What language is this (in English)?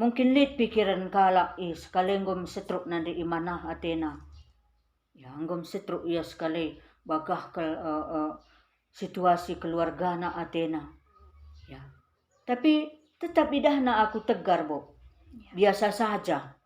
Batak Karo